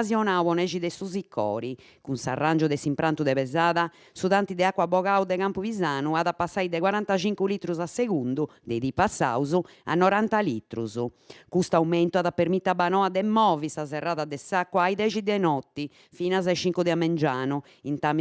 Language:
Sardinian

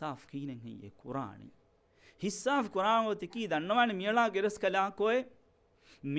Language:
Divehi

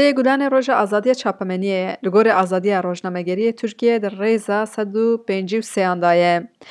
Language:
Kurdish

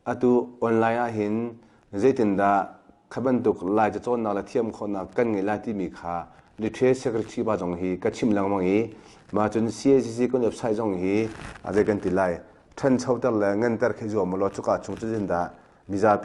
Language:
Hakha Chin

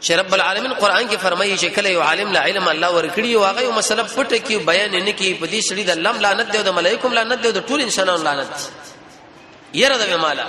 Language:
Pashto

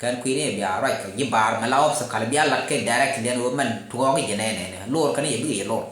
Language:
Nuer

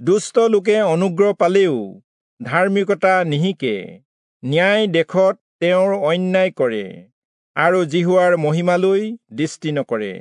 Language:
Assamese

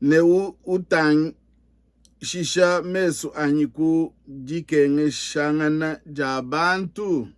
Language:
Luba-Lulua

